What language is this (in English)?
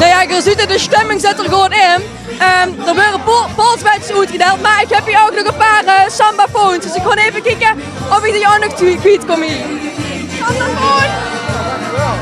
Limburgish